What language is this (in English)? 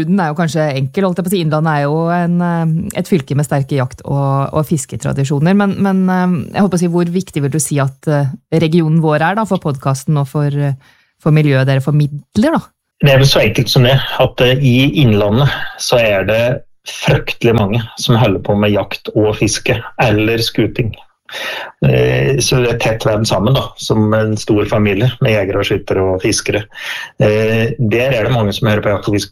Norwegian